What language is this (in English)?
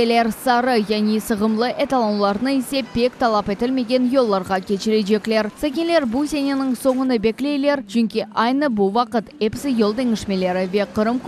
Crimean Tatar